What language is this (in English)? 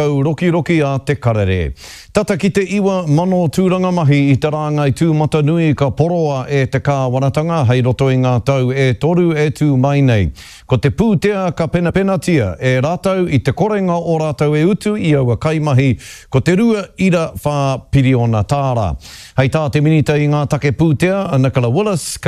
Māori